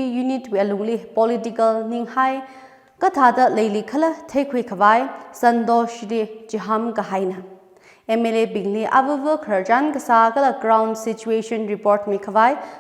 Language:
Tangkhul Naga (India)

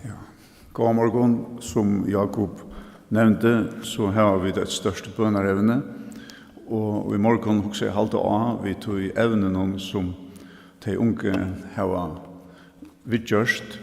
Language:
Faroese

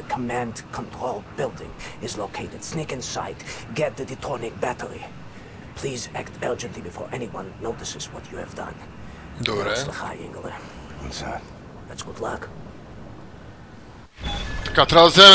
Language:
Bulgarian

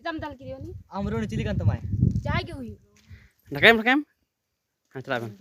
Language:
Santali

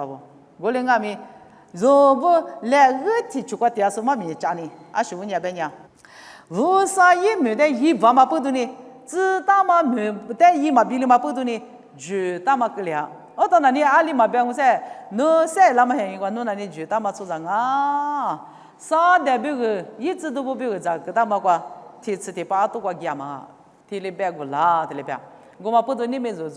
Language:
Lisu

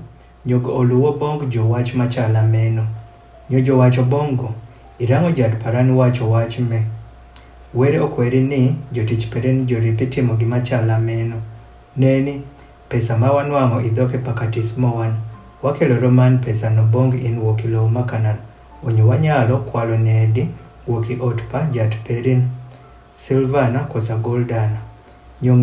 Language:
Adhola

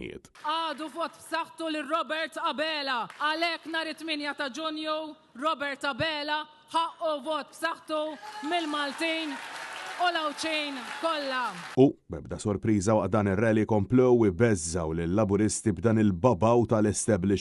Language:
Maltese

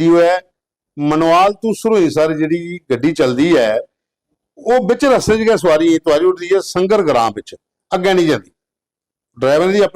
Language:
Dogri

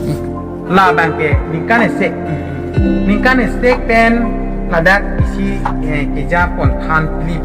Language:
Karbi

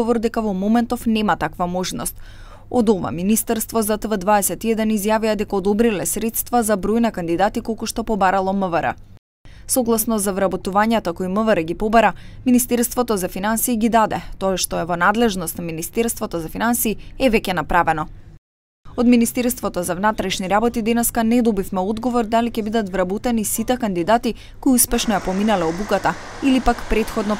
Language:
Macedonian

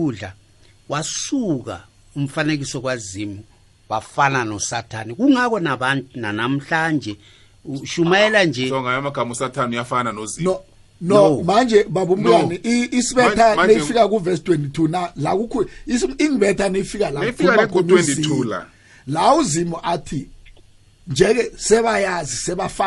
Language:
South Ndebele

